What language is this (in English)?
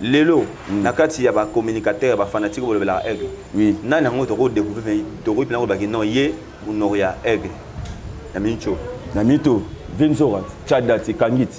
Lingala